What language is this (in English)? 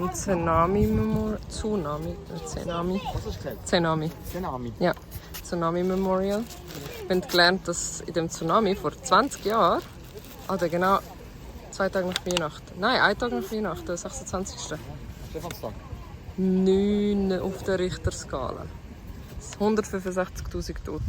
Swiss German